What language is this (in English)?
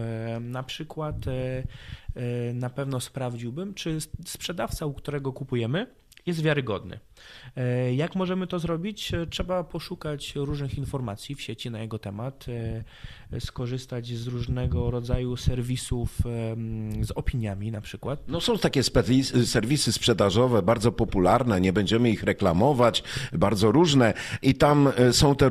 Polish